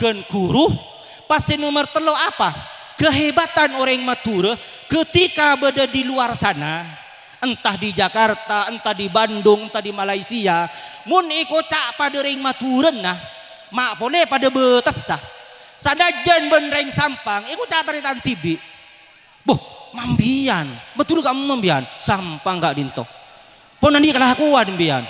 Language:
Madurese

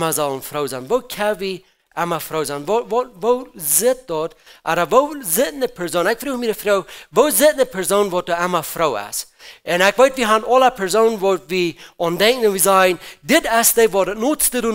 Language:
Plautdietsch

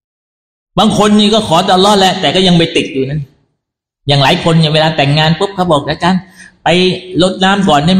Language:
Thai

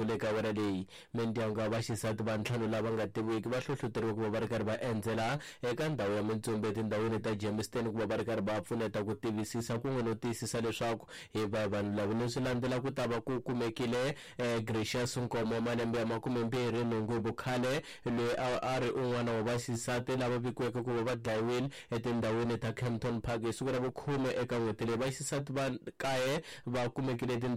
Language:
Tsonga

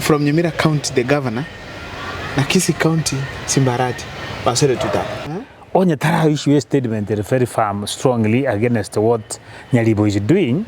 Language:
Gusii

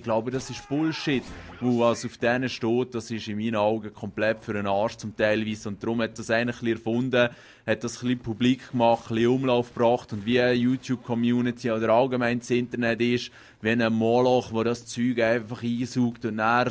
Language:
Swiss German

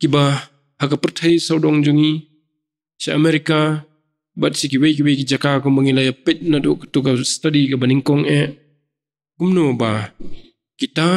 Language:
Khasi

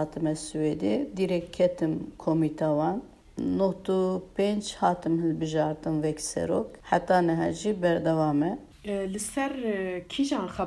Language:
Kurdish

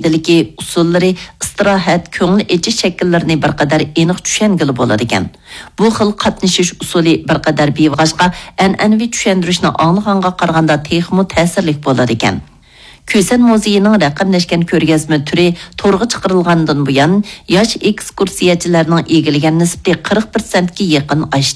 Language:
Uyghur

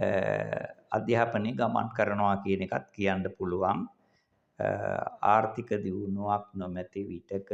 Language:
Sinhala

